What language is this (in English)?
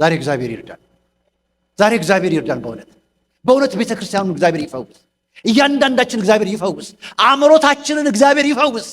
Amharic